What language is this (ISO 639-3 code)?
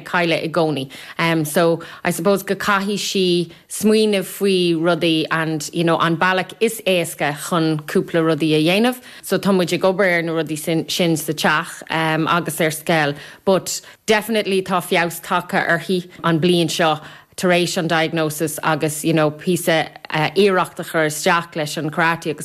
gle